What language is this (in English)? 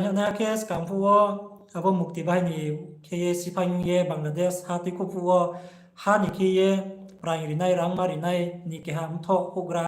Riang (India)